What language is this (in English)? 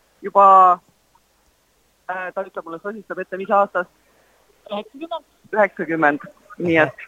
Estonian